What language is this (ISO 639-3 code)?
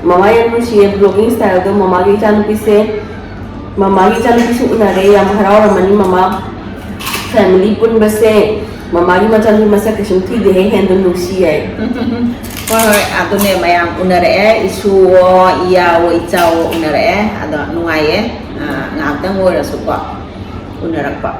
mni